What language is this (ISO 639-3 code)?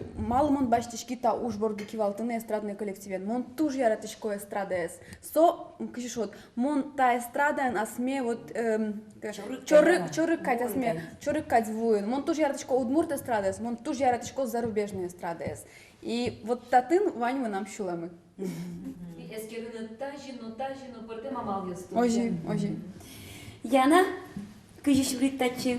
udm